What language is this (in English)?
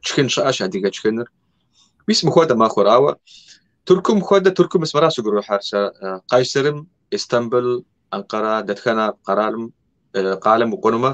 Kabardian